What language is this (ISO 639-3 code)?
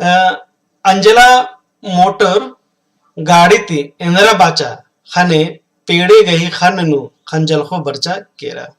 kru